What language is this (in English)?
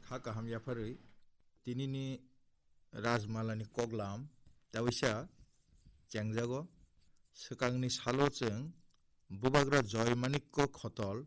Kok Borok